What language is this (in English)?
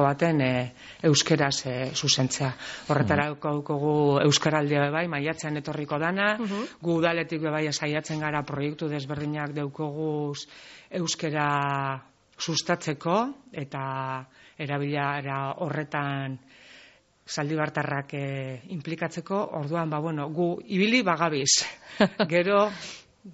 Basque